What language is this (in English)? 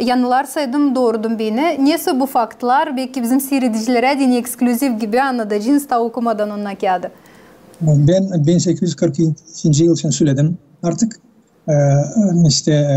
Gagauz